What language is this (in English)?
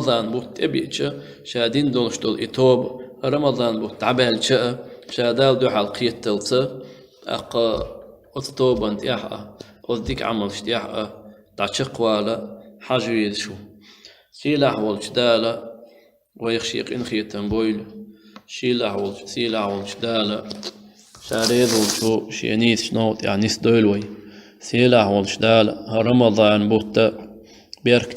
Chechen